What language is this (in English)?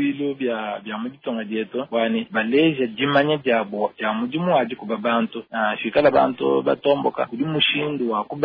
Luba-Lulua